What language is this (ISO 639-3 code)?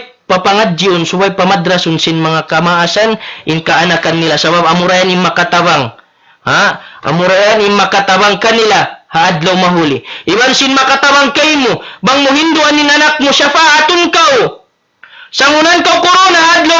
tsg